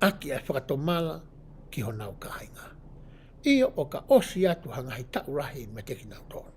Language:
Tongan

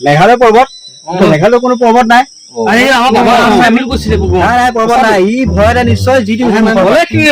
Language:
Assamese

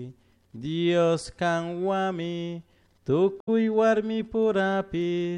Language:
Chimborazo Highland Quichua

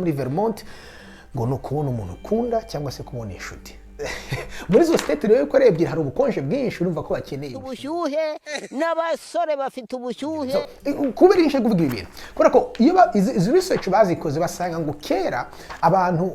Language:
Kinyarwanda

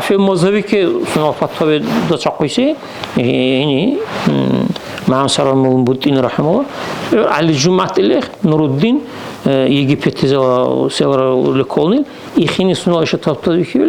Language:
Dargwa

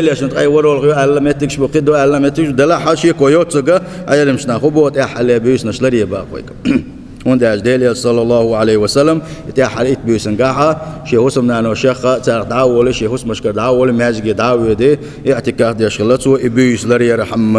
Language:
Chechen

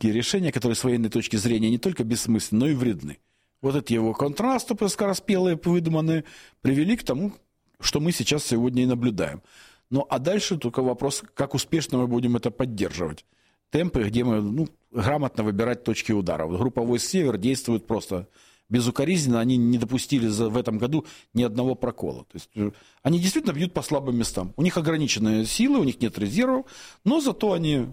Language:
Russian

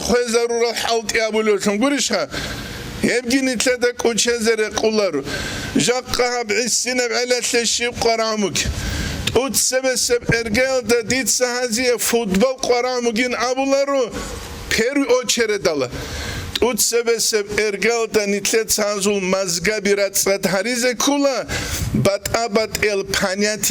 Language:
Avaric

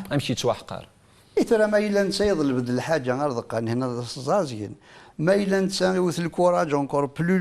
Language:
Kabyle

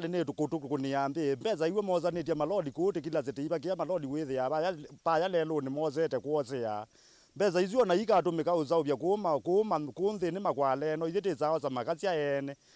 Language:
Kamba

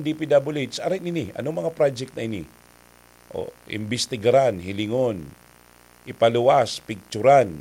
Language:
Bikol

